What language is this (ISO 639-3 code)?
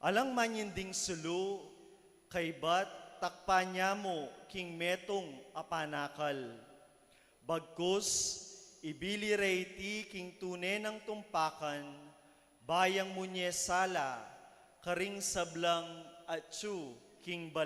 pam